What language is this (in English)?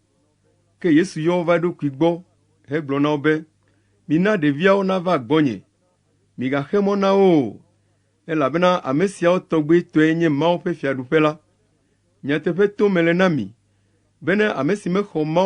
Ewe